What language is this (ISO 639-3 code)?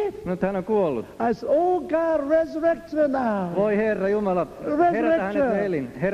fin